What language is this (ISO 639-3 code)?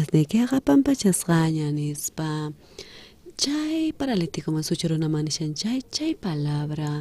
quh